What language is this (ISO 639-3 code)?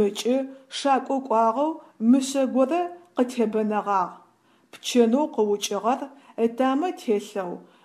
ady